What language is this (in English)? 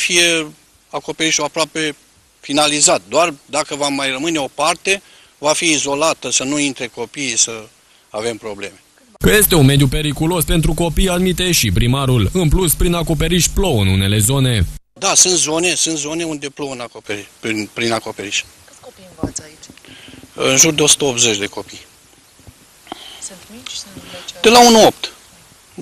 Romanian